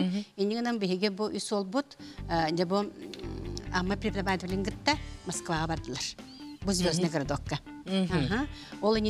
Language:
Yakut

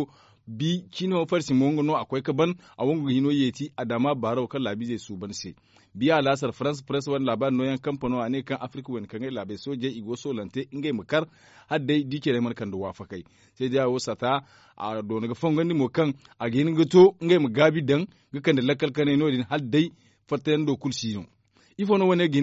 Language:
Zarma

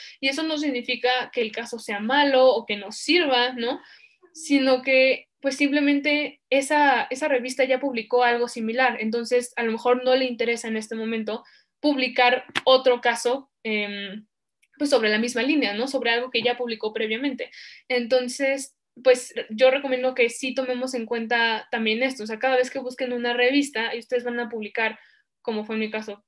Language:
Spanish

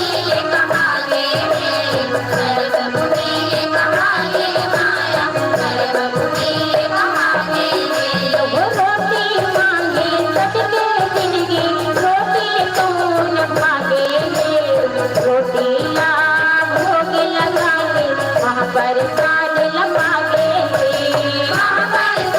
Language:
Chhattisgarhi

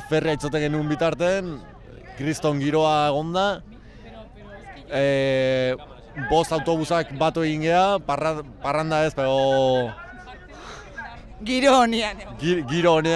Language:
Basque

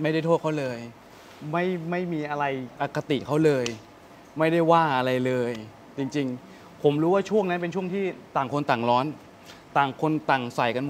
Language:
Thai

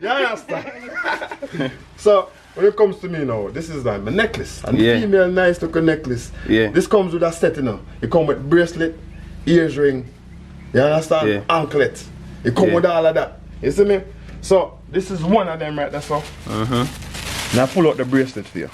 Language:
Jamaican Creole English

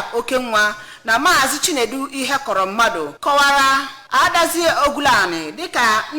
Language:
Igbo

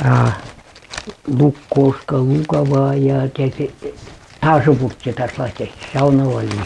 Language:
Chuvash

